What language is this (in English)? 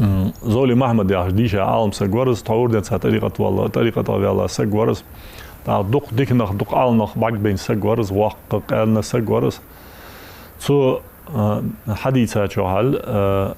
Ingush